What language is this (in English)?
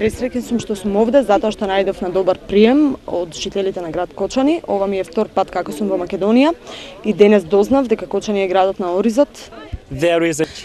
Macedonian